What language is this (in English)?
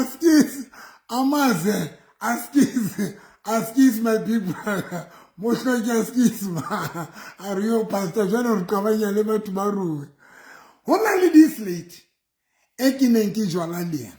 Southern Sotho